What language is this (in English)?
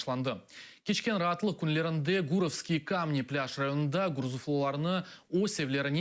Crimean Tatar